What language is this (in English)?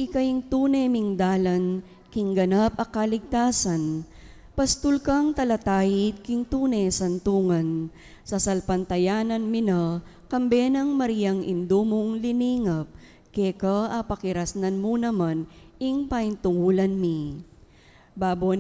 Pampanga